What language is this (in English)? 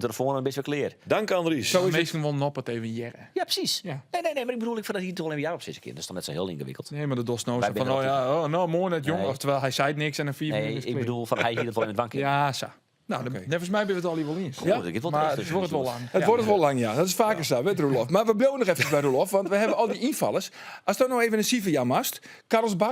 Western Frisian